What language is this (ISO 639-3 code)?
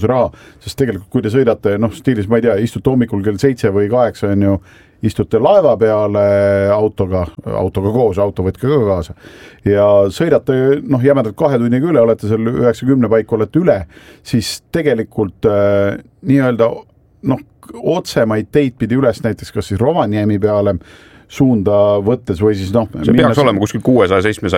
est